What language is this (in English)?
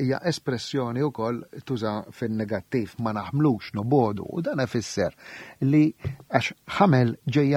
Maltese